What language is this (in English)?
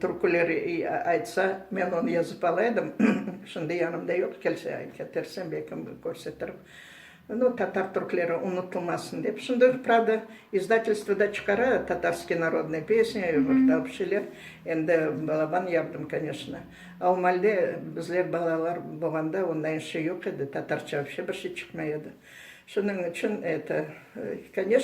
Crimean Tatar